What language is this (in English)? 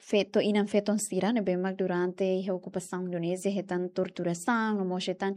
Tetum